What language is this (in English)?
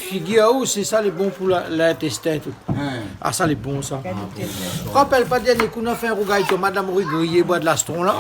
Réunion Creole French